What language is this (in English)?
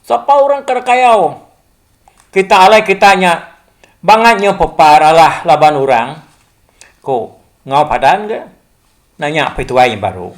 Iban